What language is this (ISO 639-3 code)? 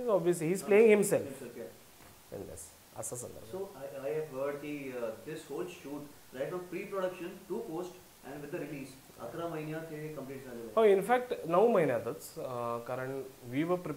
mar